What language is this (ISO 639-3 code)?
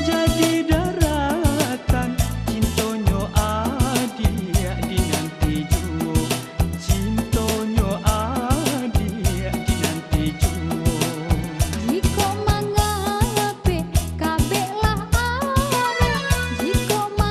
min